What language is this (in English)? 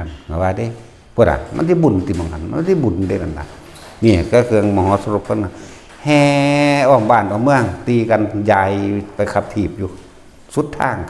Northeastern Thai